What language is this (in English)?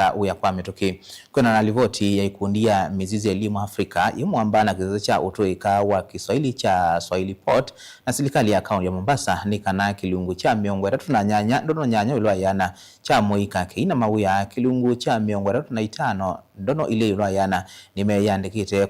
Kamba